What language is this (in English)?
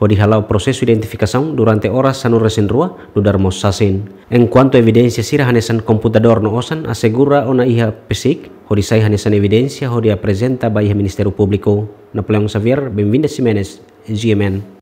Tetum